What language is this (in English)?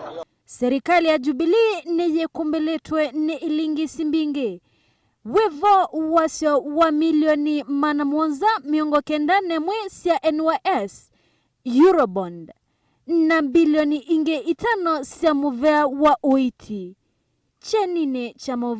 Kamba